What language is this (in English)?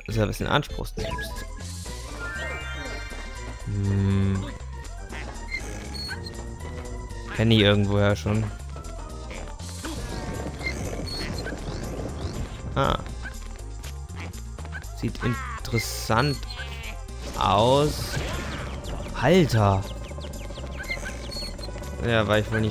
German